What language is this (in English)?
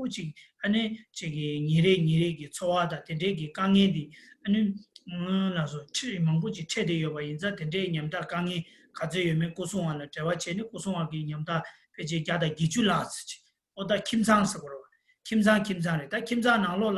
Tibetan